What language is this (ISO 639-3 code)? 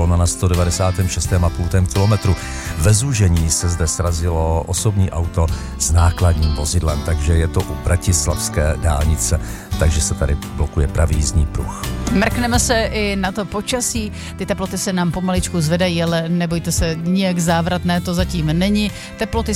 ces